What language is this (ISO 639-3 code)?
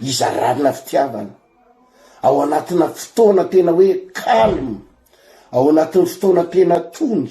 mlg